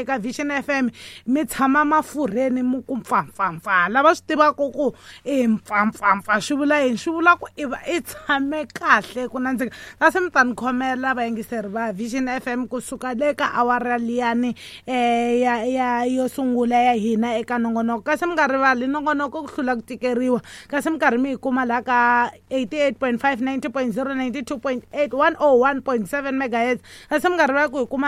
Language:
Tsonga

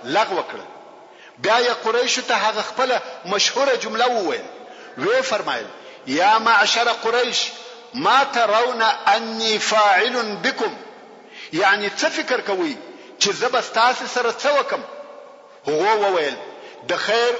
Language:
Pashto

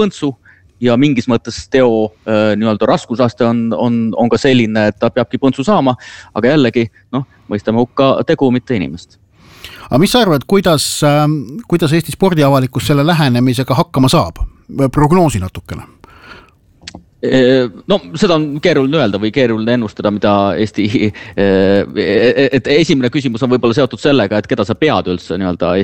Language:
Estonian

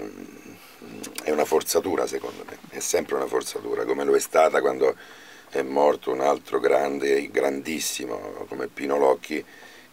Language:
Italian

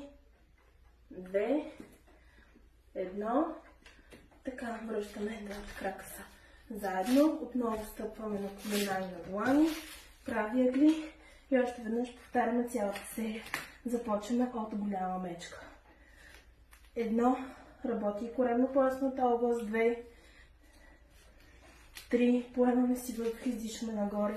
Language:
Bulgarian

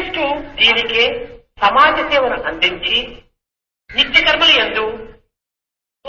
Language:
Telugu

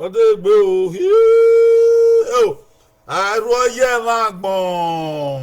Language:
Bini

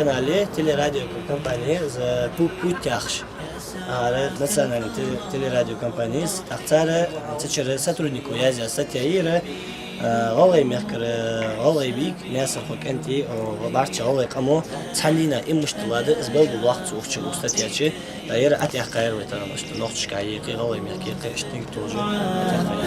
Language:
Ingush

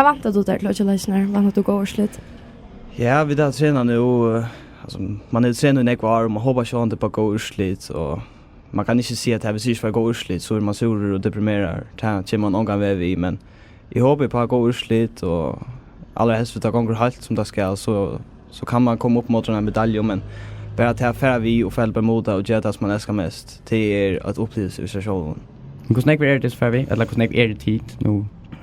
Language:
Faroese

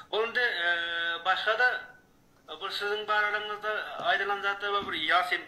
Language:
Turkmen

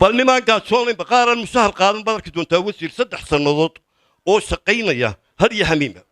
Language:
Somali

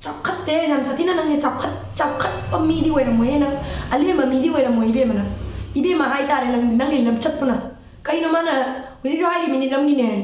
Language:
Manipuri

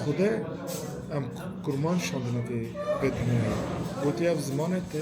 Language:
Kurdish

